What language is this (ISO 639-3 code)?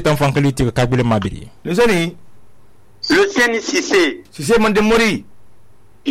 sus